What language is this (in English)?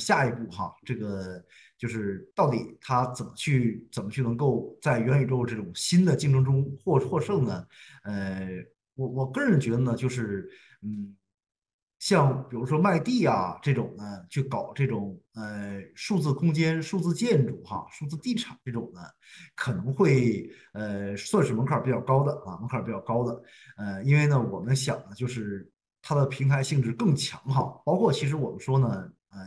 Chinese